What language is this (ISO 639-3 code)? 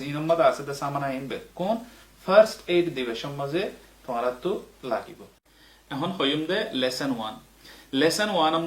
rhg